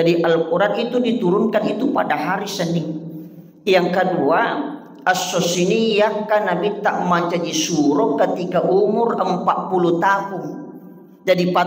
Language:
Buginese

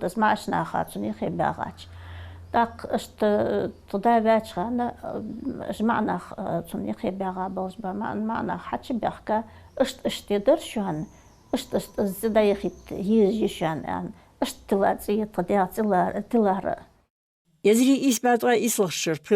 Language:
Ingush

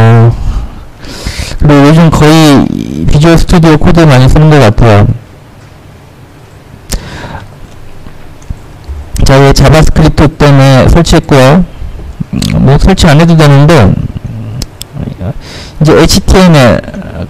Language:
Korean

